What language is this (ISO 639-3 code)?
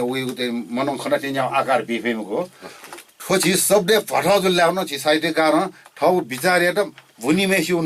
new